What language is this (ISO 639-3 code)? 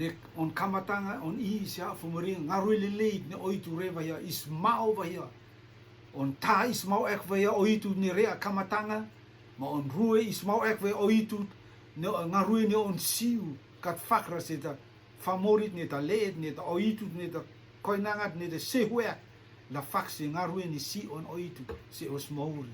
rtm